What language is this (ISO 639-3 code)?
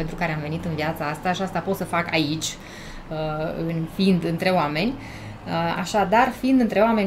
ron